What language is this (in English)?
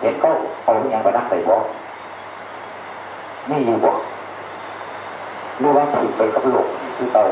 Northeastern Thai